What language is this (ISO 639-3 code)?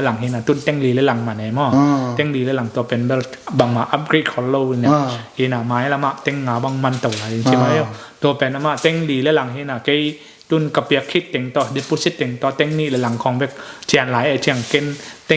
ctd